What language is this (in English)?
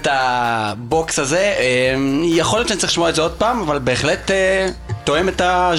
Hebrew